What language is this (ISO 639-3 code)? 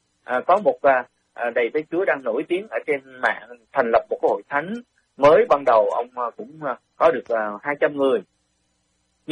vie